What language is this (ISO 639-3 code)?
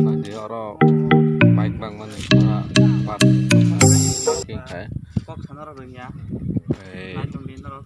trp